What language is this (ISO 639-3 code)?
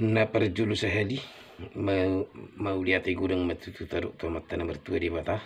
bbc